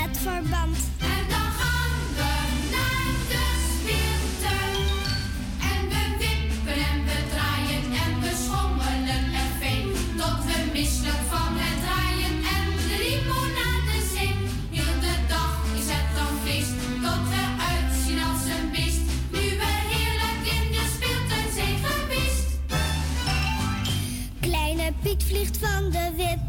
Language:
Dutch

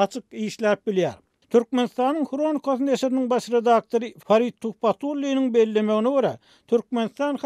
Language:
Turkmen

